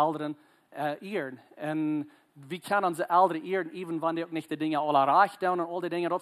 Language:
Plautdietsch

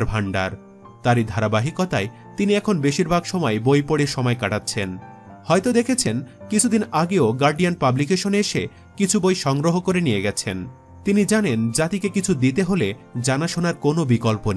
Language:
Bangla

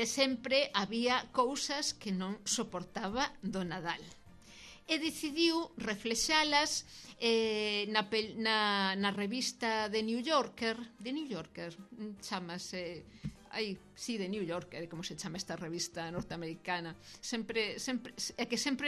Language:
Galician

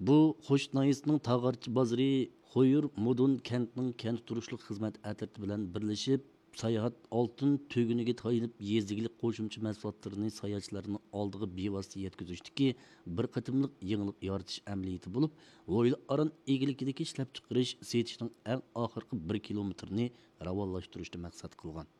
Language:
Uyghur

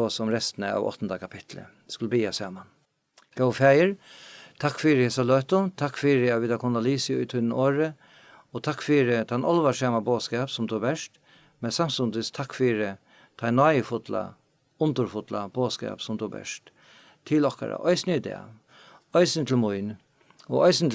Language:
Faroese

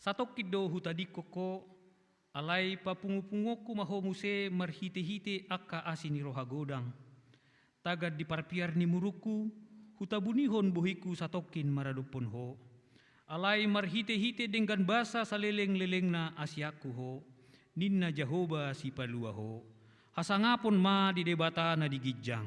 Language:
Batak Toba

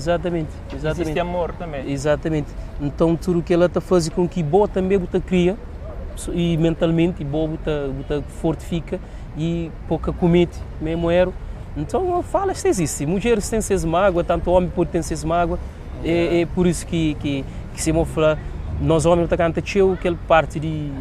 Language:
Kabuverdianu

